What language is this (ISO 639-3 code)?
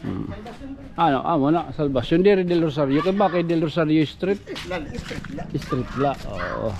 war